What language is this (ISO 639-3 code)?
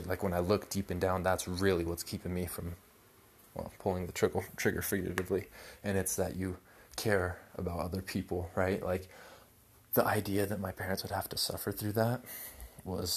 eng